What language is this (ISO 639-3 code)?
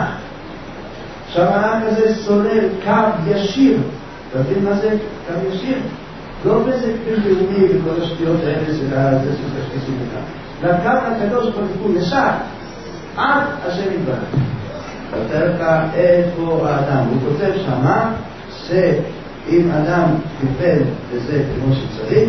heb